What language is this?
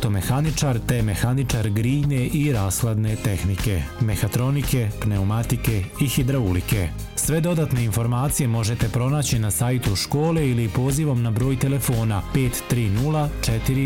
Bosnian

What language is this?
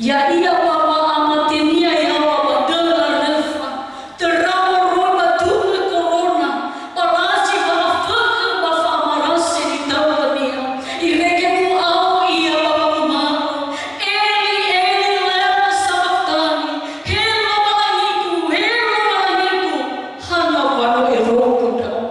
Nias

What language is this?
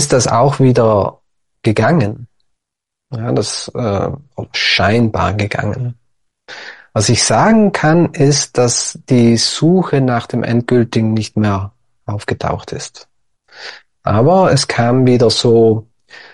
German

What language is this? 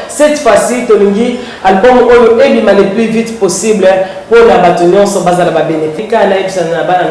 Lingala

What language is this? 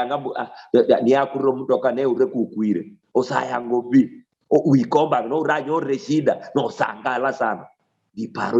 Luyia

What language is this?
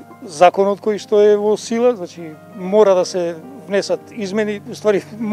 Macedonian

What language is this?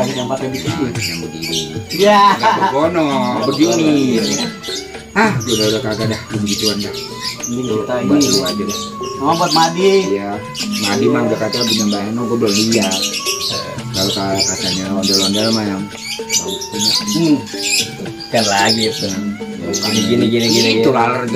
Betawi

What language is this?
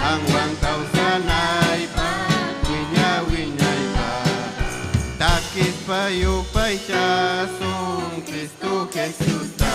Ayacucho Quechua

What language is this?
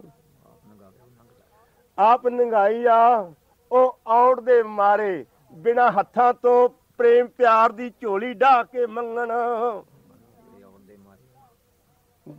Punjabi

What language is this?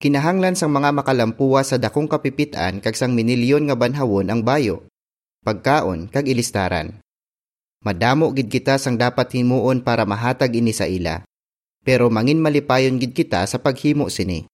Hiligaynon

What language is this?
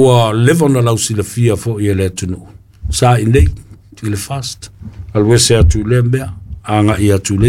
Samoan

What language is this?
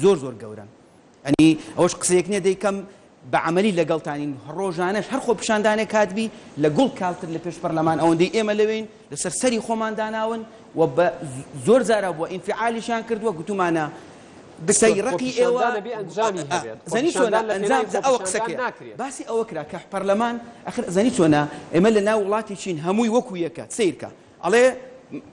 Central Kurdish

